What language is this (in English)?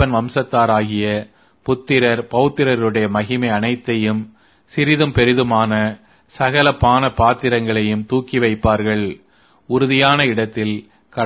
Tamil